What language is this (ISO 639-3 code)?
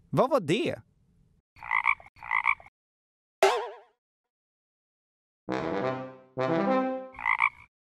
swe